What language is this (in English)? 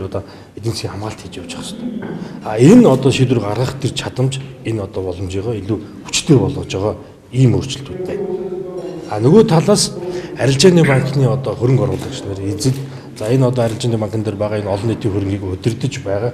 Mongolian